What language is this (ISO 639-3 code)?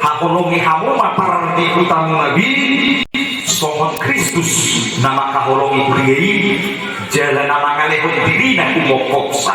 bbc